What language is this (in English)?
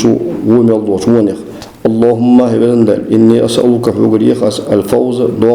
Ingush